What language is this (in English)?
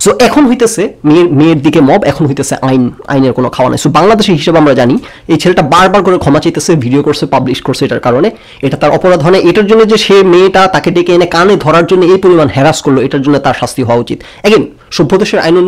Bangla